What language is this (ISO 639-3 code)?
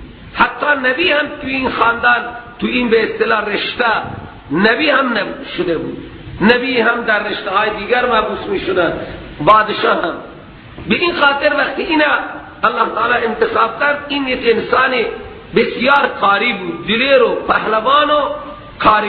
fas